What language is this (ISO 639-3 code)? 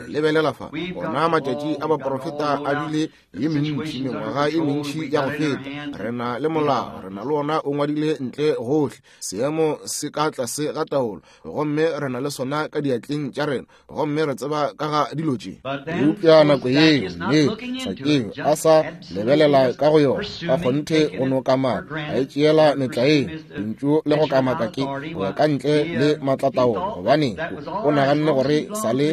nso